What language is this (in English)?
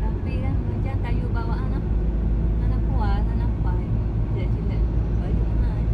Achinese